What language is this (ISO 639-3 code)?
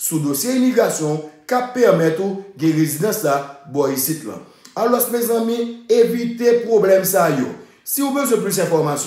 hat